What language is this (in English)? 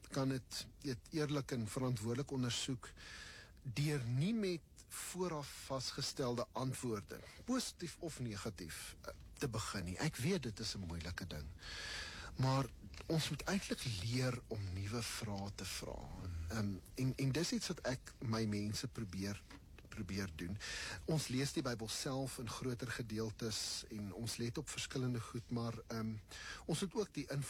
Afrikaans